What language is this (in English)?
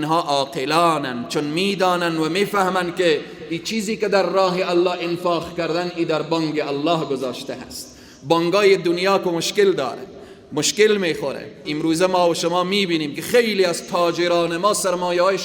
Persian